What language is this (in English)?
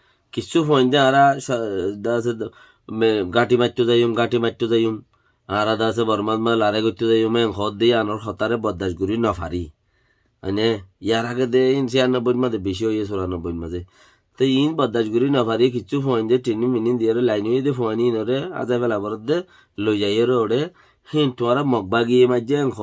Rohingya